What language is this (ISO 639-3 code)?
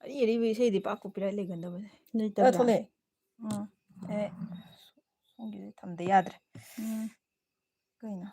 mni